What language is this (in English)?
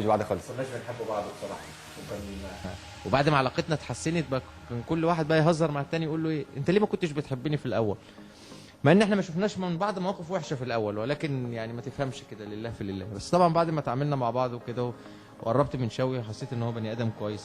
Egyptian Arabic